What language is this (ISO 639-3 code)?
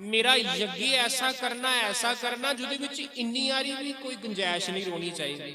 doi